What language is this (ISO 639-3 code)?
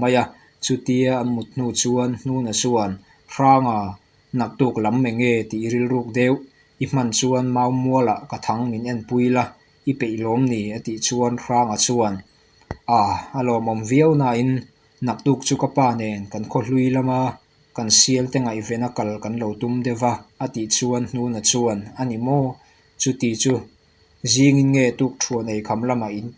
lus